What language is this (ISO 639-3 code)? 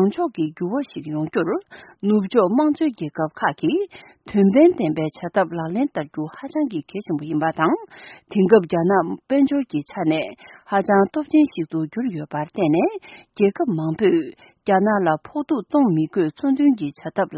bod